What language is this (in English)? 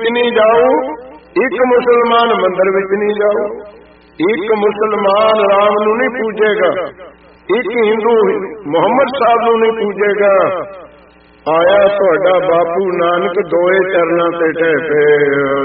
Punjabi